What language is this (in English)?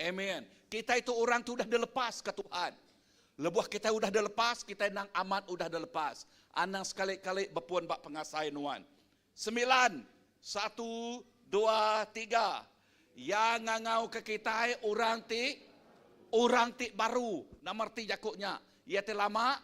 Iban